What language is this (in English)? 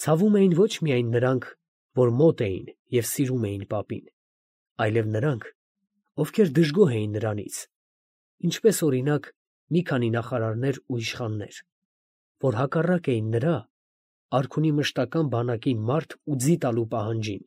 Armenian